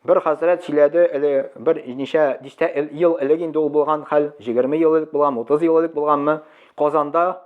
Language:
Tatar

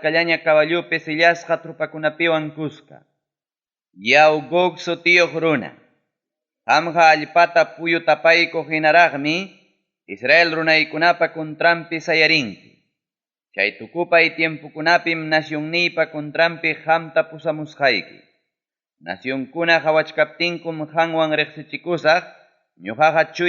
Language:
Ayacucho Quechua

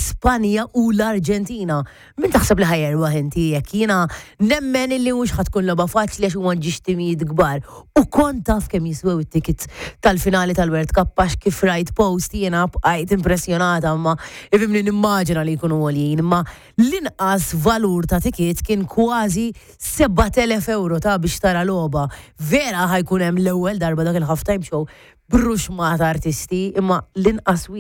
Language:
Maltese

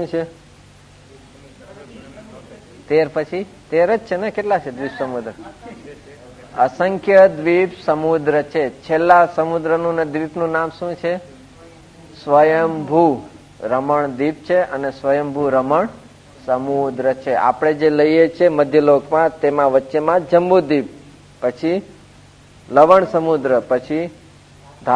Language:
Gujarati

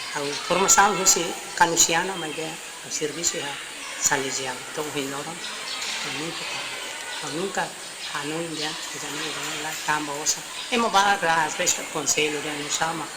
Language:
Tetum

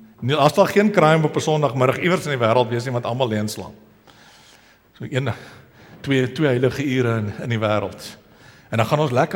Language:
Afrikaans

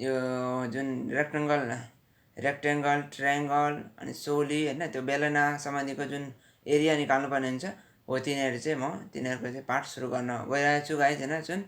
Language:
Nepali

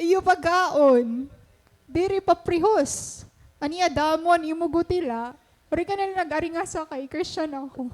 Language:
Waray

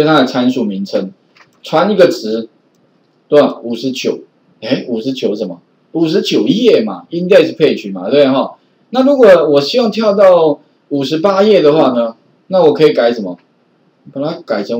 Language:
Chinese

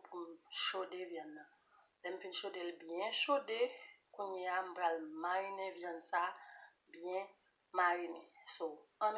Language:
Haitian Creole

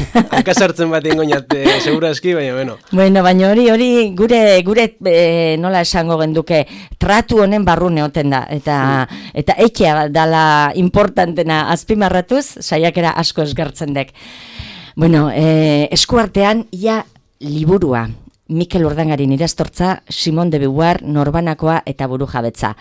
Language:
Basque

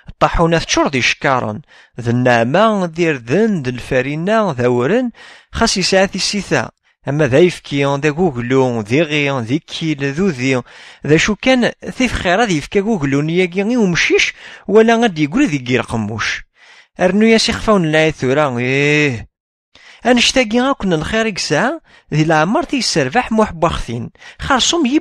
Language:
Kabyle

